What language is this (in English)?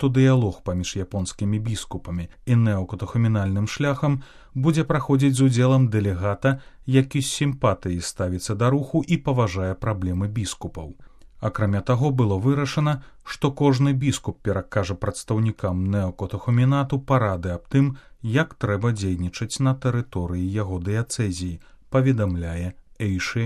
Belarusian